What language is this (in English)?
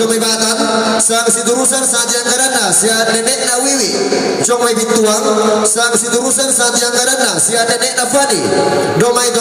Toraja-Sa'dan